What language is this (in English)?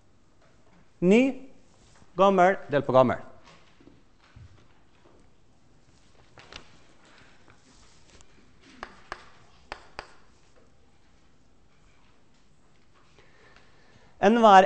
Norwegian